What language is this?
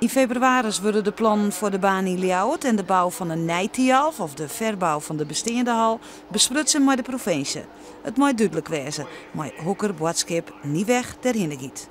Western Frisian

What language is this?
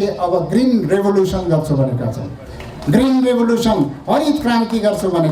Nepali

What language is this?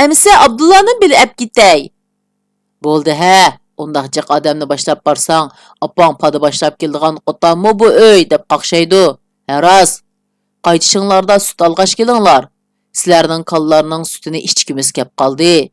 Uyghur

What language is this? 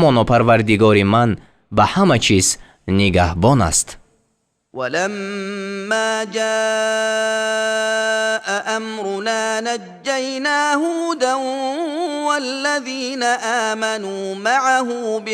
Tajik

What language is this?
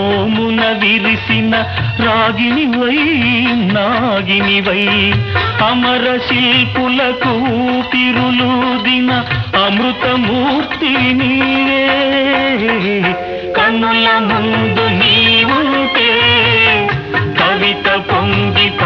Telugu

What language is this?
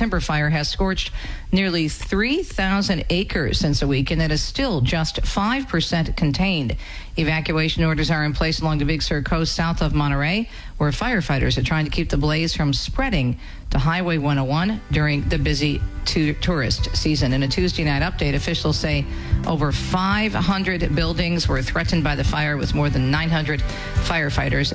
English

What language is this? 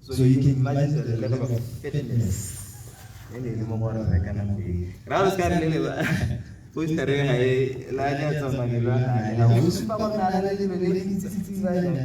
Tswana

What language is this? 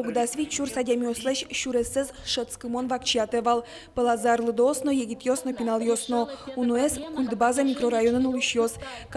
Udmurt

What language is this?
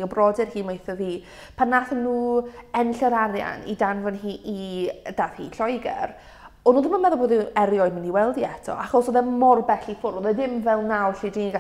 Welsh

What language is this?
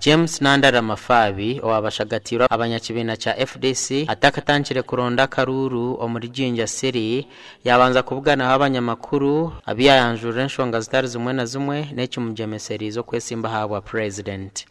Nyankole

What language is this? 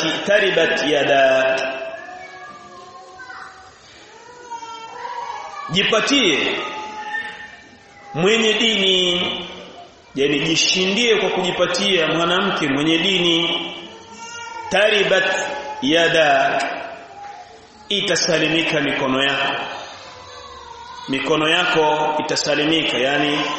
Swahili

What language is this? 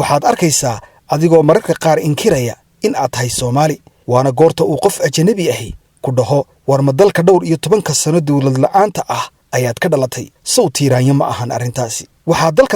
Somali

